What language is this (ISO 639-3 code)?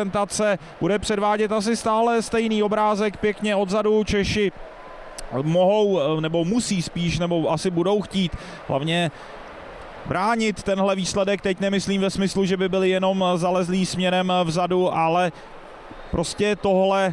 ces